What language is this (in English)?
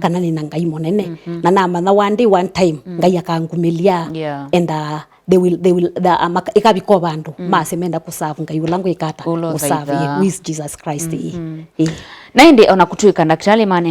Kamba